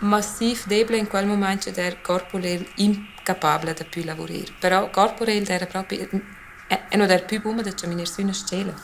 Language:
Romansh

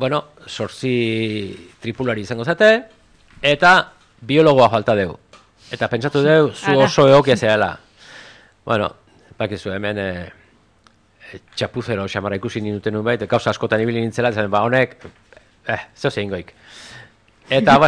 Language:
Basque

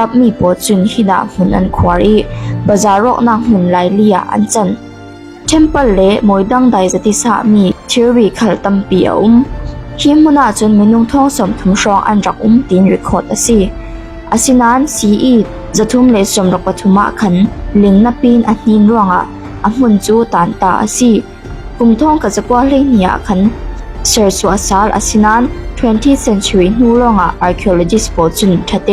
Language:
Falam Chin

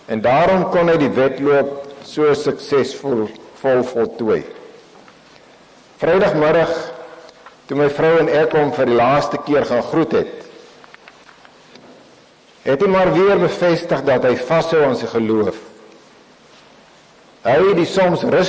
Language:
Afrikaans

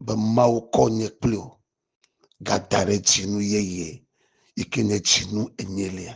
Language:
Ewe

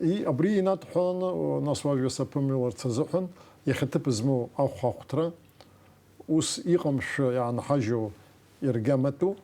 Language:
Abkhazian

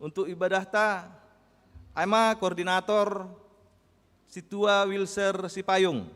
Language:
Batak Simalungun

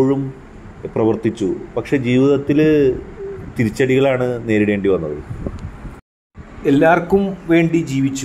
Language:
Malayalam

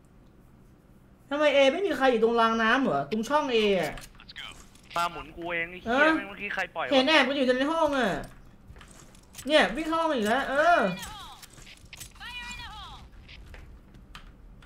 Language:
Thai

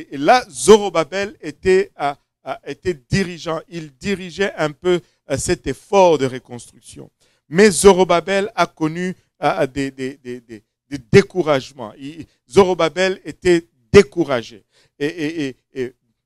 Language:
French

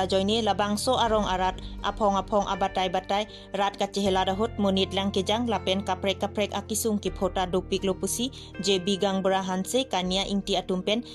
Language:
Karbi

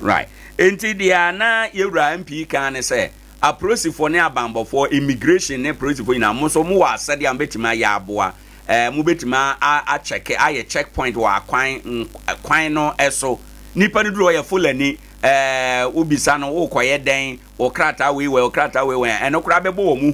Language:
Akan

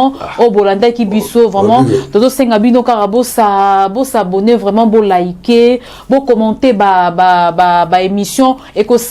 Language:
Lingala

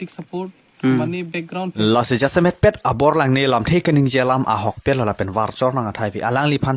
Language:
Karbi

